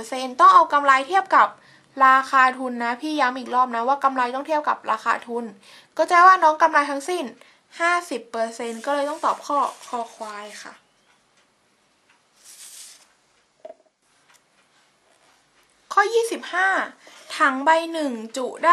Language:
Thai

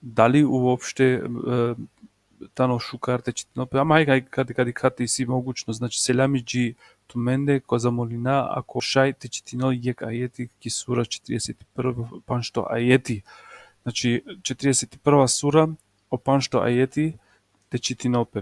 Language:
Balkan Romani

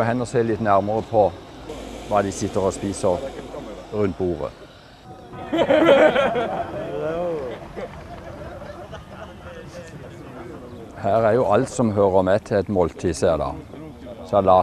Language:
Norwegian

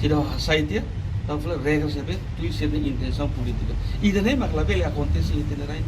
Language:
Tetum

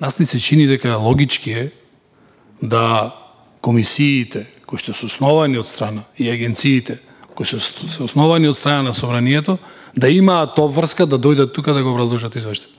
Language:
Macedonian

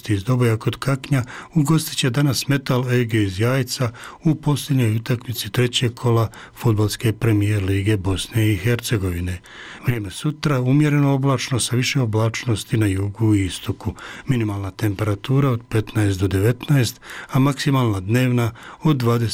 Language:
Bosnian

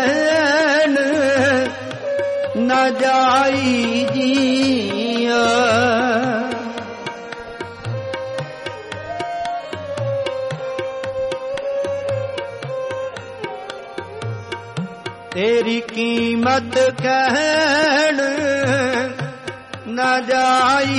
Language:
Hindi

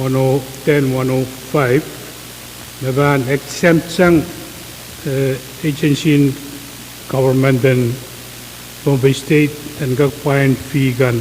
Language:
Pohnpeian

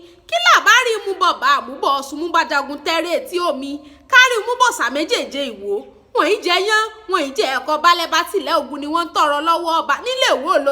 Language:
Yoruba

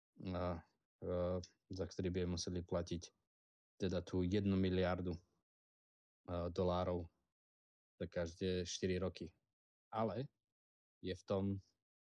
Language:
Slovak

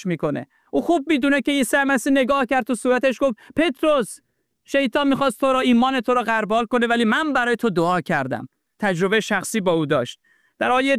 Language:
Persian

